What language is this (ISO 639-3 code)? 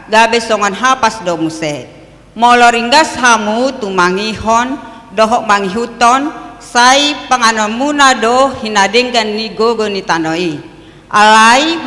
bbc